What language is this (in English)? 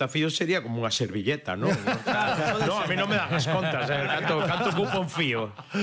Galician